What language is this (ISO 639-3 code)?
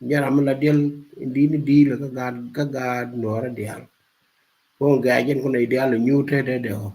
nus